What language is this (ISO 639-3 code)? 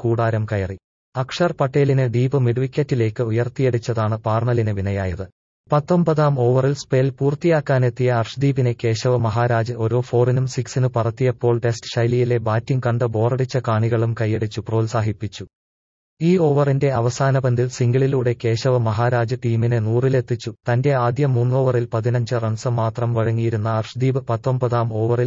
mal